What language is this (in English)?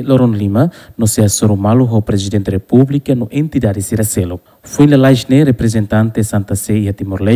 Tetum